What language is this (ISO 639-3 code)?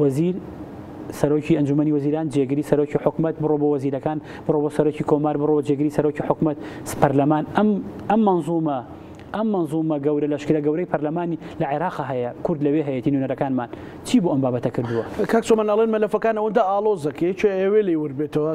ckb